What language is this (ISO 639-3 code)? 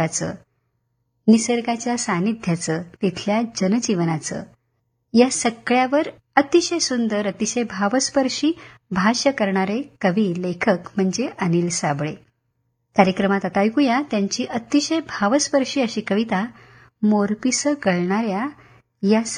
mar